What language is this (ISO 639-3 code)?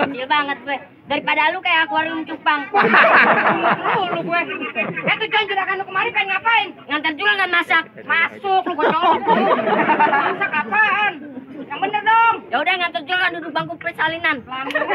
bew